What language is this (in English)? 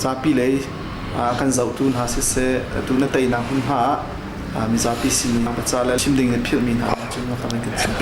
Hakha Chin